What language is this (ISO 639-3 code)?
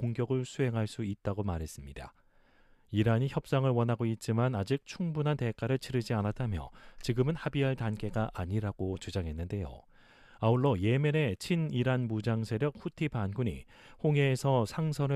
kor